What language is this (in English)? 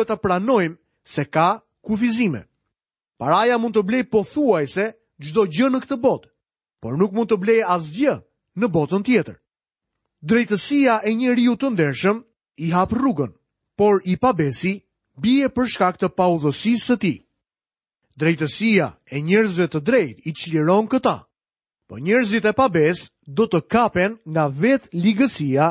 Albanian